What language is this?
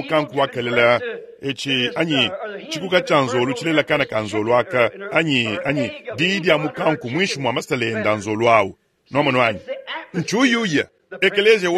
Luba-Lulua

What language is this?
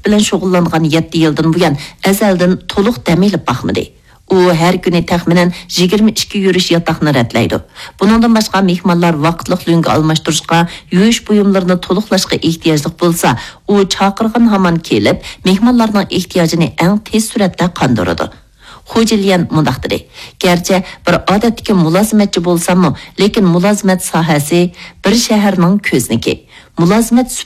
Uyghur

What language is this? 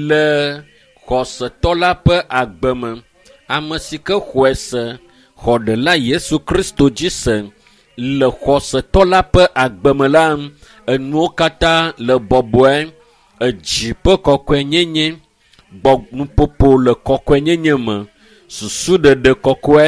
Ewe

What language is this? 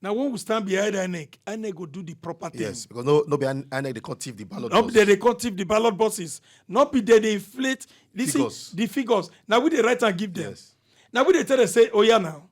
Nigerian Pidgin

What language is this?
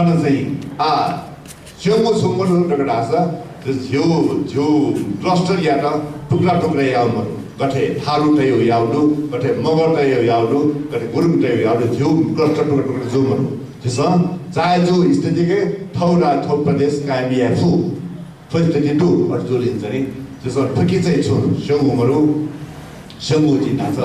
Newari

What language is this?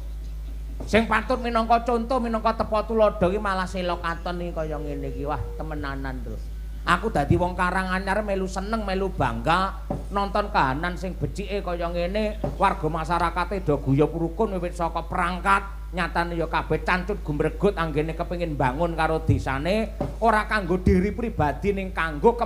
Javanese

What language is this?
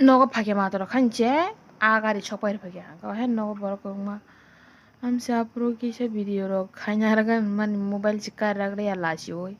Kok Borok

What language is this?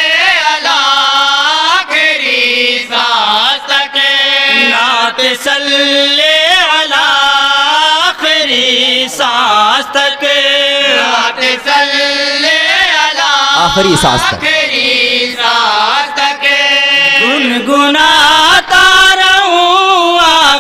Urdu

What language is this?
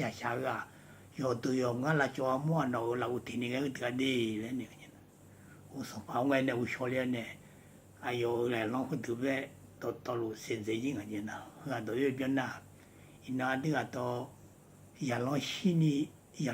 Akha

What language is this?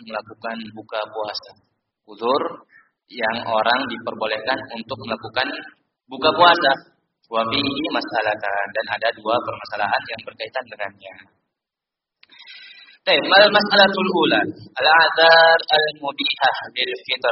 Indonesian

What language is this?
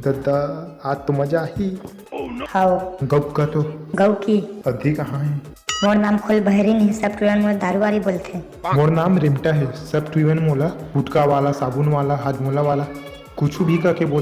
Chhattisgarhi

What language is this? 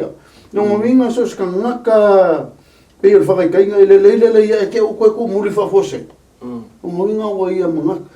Samoan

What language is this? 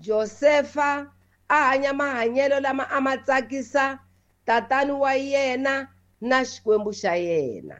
Tsonga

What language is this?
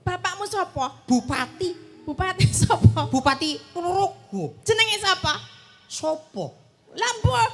Javanese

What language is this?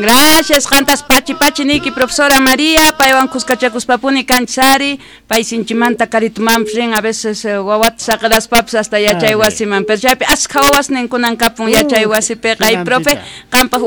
South Bolivian Quechua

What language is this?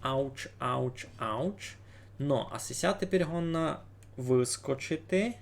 Rusyn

